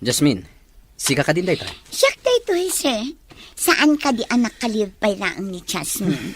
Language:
Iloko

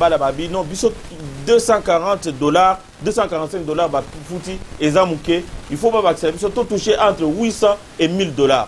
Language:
Lingala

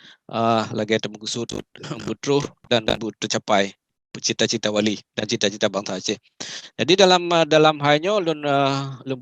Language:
Achinese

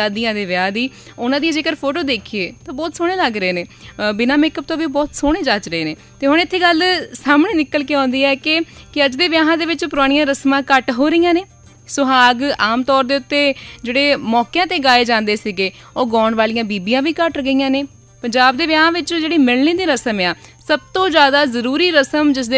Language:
Punjabi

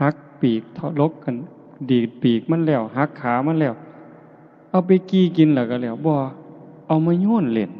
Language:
Northeastern Thai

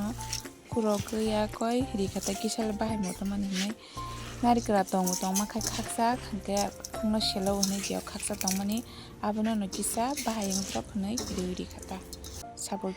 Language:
Kok Borok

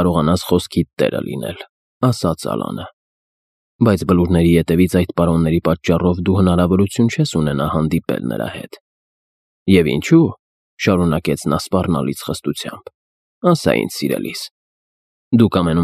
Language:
Armenian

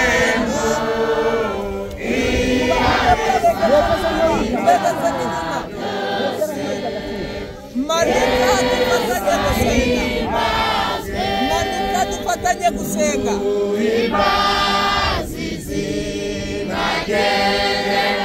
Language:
Kinyarwanda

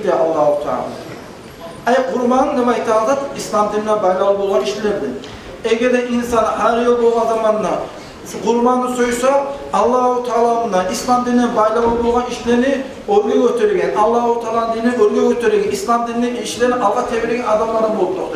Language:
Kumyk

